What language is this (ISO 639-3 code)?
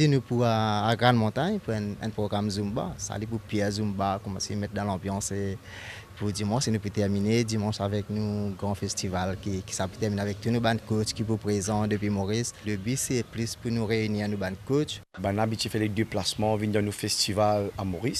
mfe